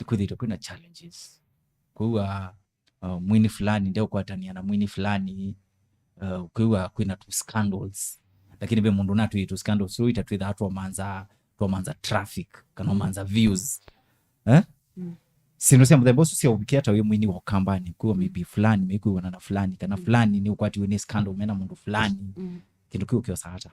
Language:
Kamba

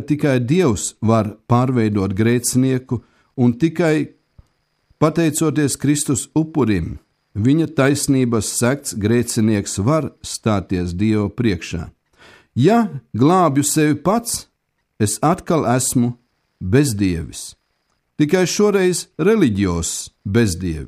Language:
Latvian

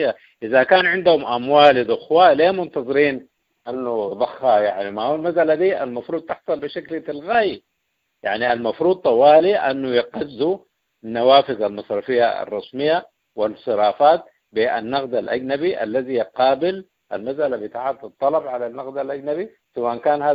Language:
Sudanese Arabic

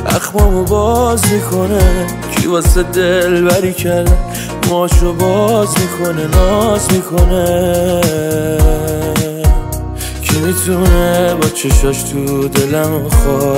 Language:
Persian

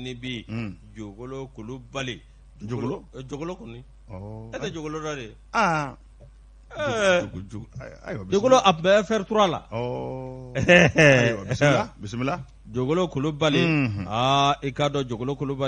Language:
Bambara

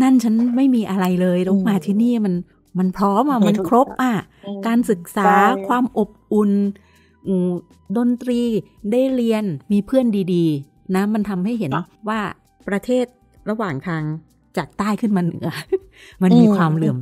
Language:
Thai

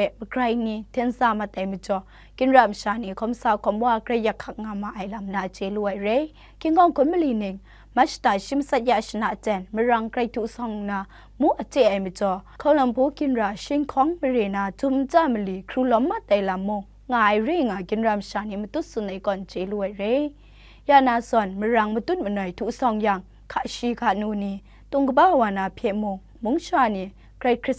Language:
Kachin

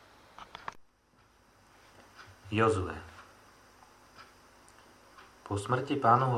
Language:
Slovak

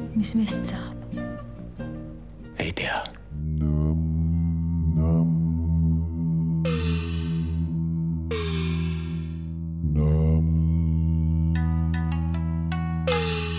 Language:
Estonian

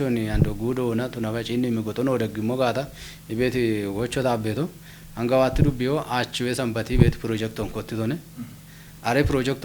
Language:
Kafa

